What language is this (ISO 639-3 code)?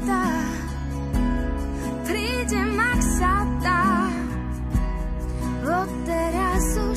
slk